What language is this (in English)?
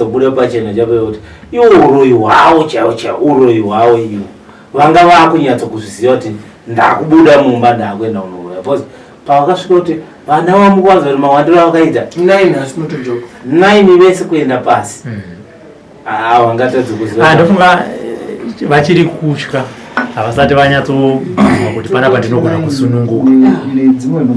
Shona